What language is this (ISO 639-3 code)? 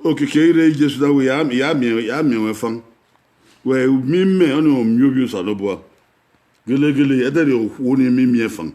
bin